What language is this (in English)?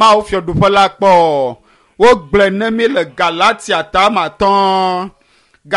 Ewe